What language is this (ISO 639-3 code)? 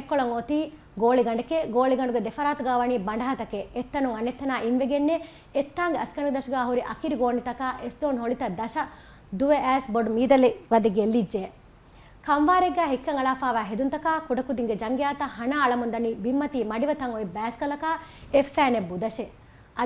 div